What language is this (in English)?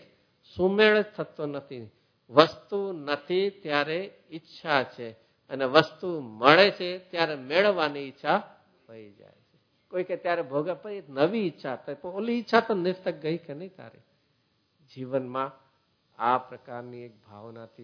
Gujarati